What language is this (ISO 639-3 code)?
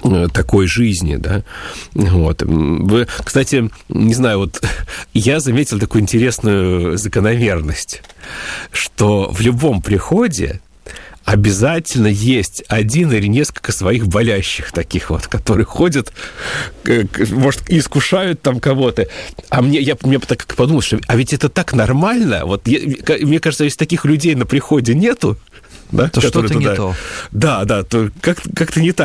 rus